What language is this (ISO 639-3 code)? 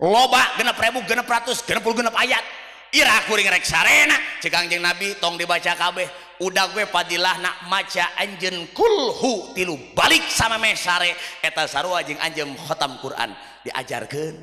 sun